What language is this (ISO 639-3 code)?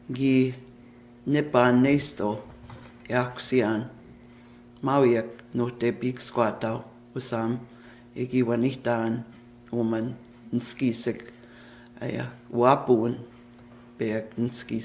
crk